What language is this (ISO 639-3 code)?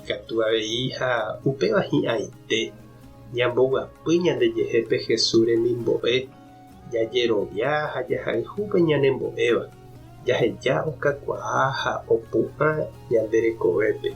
grn